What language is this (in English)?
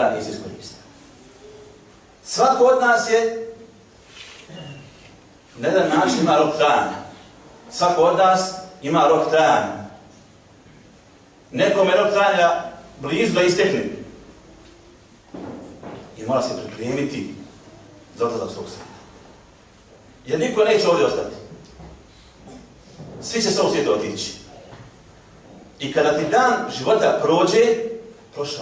Bosnian